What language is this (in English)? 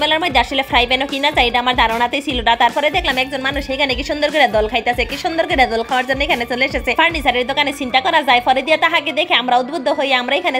Bangla